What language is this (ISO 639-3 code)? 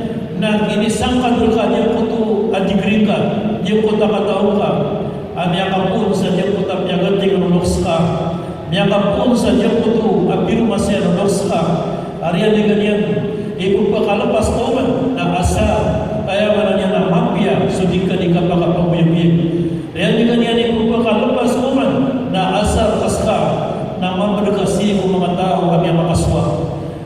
mrw